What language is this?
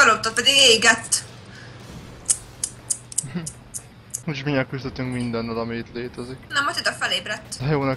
Hungarian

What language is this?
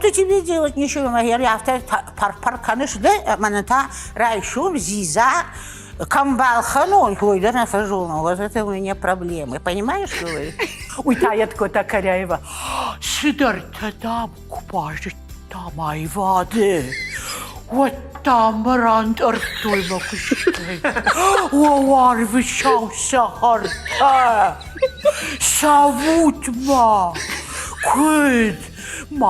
Ossetic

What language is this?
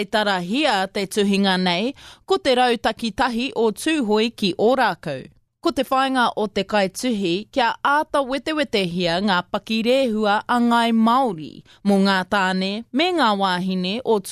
Māori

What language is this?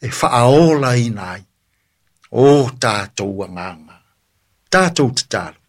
Samoan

